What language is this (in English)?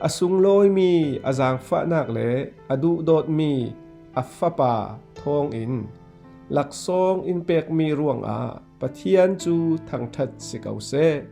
Falam Chin